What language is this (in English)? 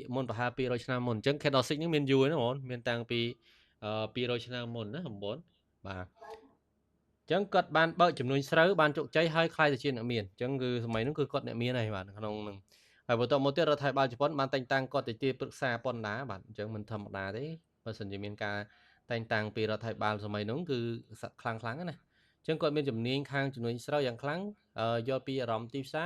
Khmer